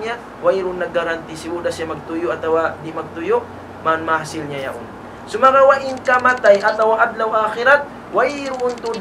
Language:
Tausug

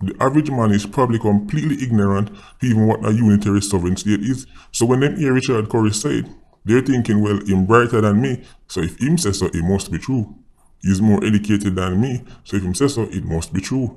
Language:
Jamaican Creole English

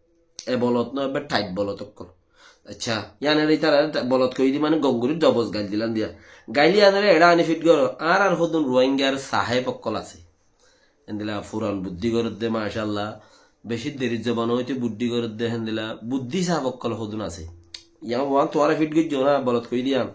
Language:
Rohingya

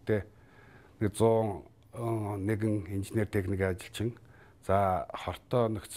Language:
Mongolian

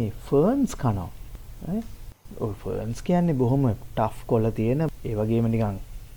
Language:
Sinhala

